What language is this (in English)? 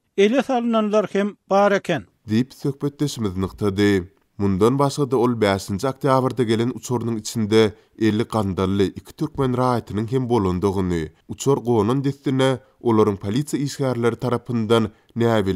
Turkmen